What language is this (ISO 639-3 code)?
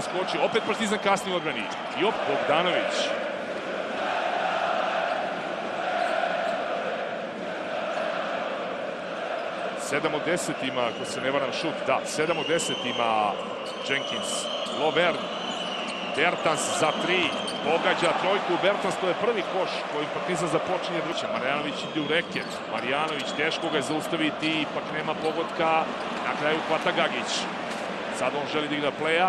srp